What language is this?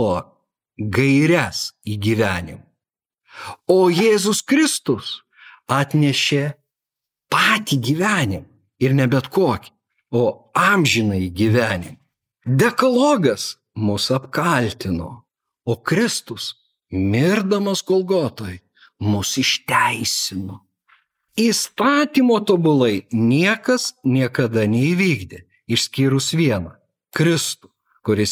Lithuanian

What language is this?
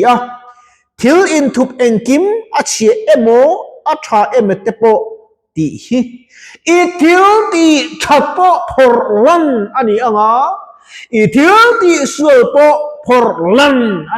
Mizo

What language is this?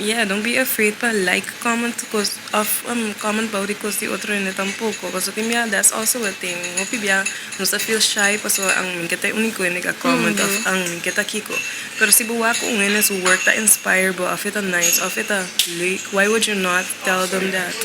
Papiamento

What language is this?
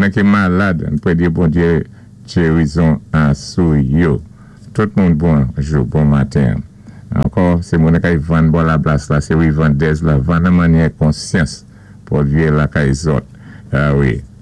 Saint Lucian Creole French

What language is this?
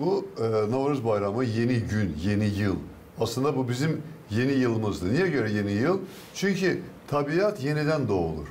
Gagauz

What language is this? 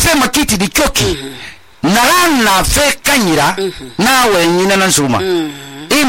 Susu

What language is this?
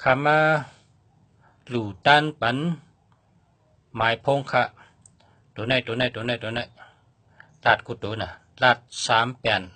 Shan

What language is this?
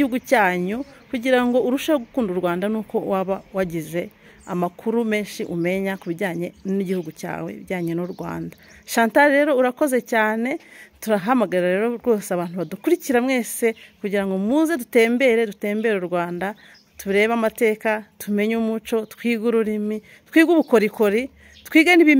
Kinyarwanda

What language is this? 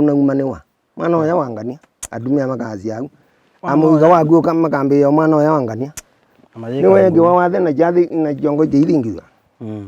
Kamba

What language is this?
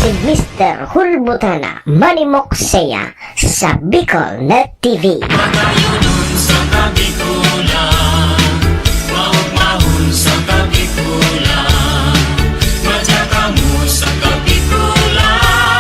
Bikol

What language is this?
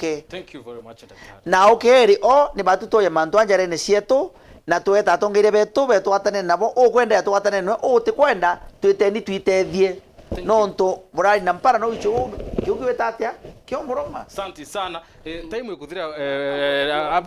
Meru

